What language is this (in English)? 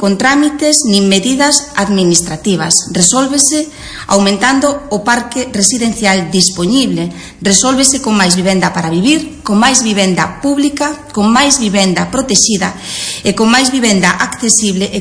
Galician